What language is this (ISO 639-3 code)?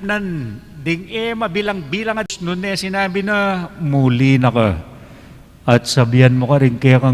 pam